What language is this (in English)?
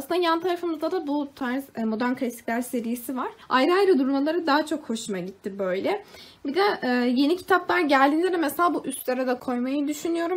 Turkish